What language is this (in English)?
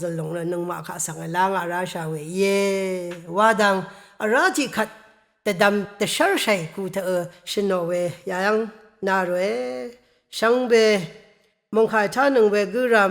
Rawang